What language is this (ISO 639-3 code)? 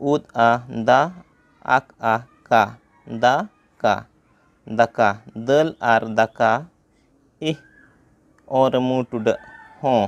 sat